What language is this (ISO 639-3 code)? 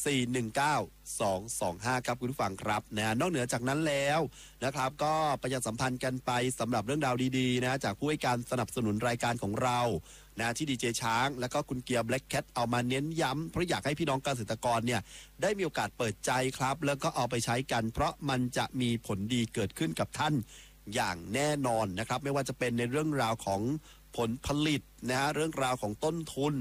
tha